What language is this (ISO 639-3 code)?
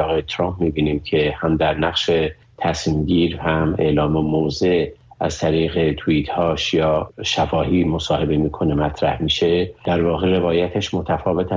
fas